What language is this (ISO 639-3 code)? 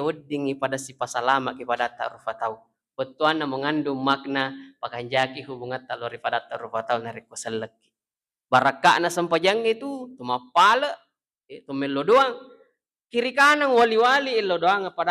bug